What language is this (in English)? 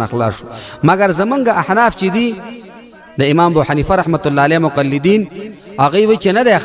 Pashto